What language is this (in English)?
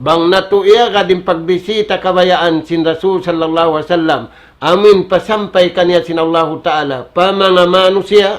Tausug